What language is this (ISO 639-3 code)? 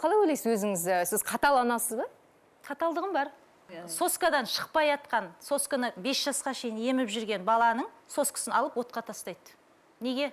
kaz